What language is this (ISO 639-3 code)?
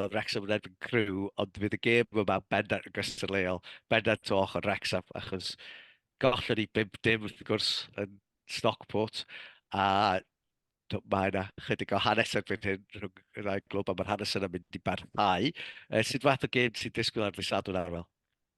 cym